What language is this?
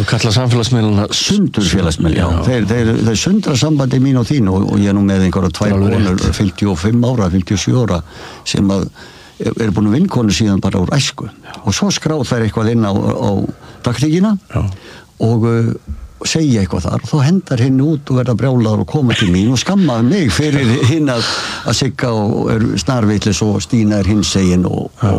Icelandic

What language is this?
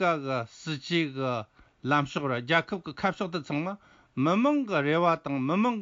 Tibetan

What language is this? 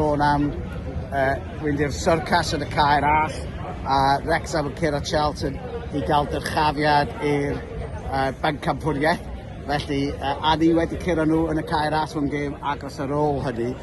Welsh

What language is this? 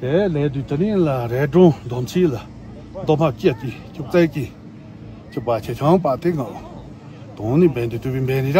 Tibetan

